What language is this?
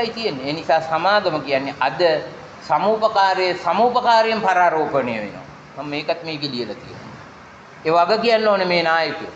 Sinhala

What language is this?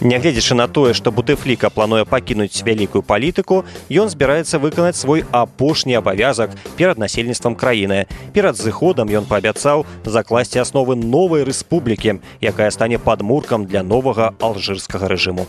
Belarusian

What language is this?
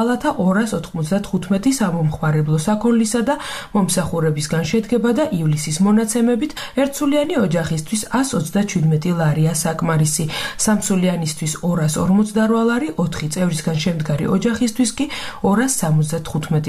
Georgian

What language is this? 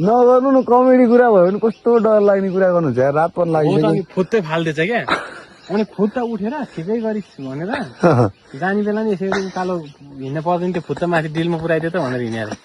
Nepali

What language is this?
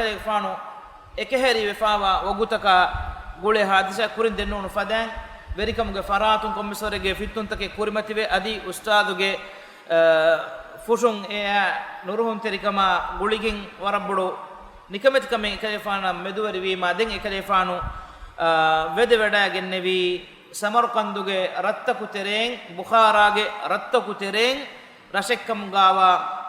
Divehi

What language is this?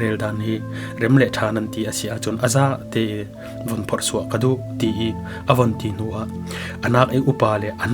Falam Chin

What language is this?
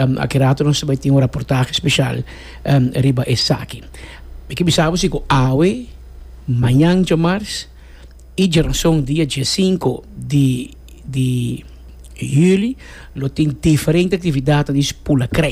Papiamento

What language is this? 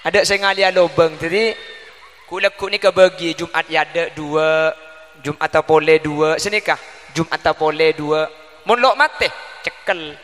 Madurese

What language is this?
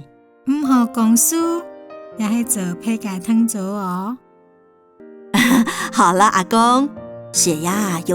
Hakka Chinese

